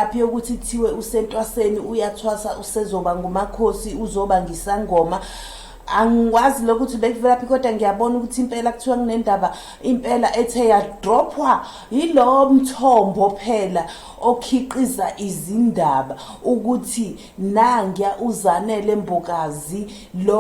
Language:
Zulu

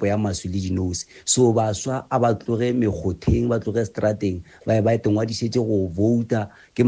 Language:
Northern Sotho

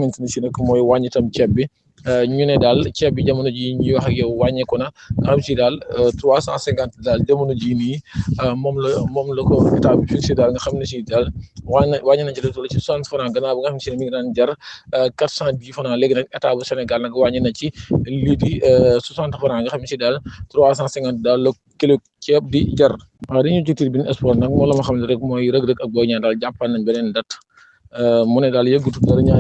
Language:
Wolof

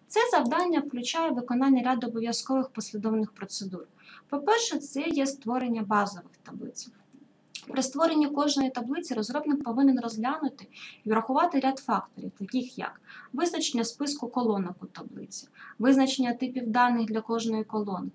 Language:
Ukrainian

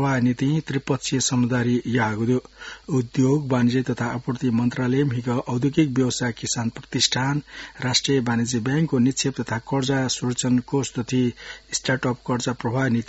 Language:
Newari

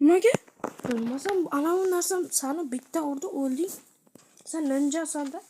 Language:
Uzbek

